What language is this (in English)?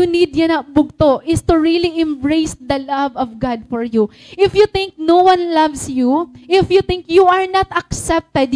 Waray